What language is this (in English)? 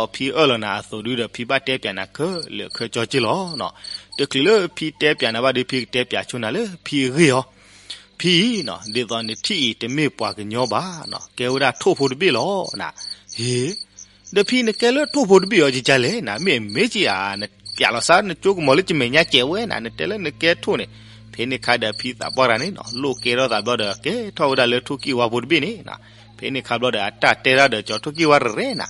S'gaw Karen